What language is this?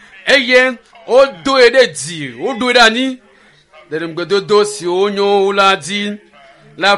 Ewe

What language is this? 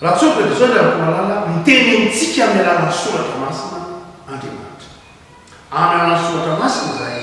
Malagasy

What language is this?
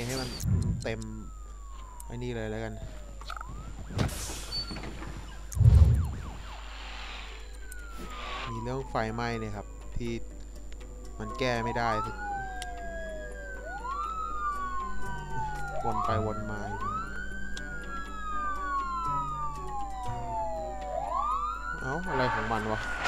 Thai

